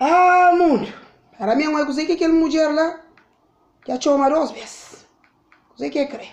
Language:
Kabuverdianu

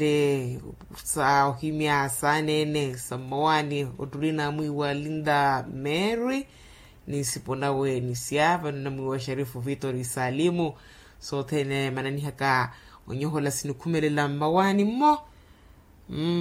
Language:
Makhuwa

